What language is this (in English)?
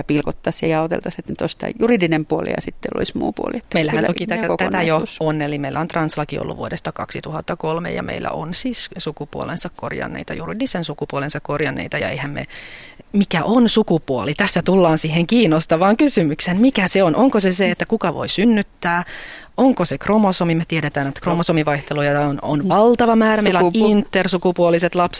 Finnish